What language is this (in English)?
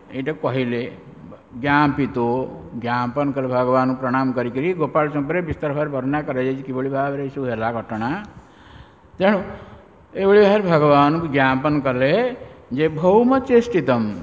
Odia